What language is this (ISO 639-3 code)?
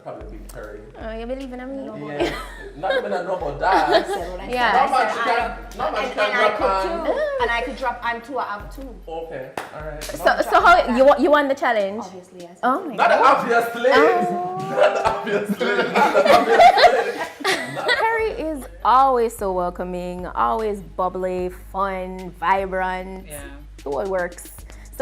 jam